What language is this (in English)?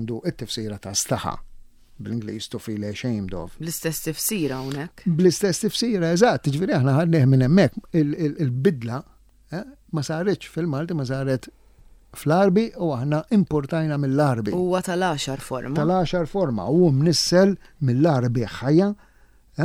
Maltese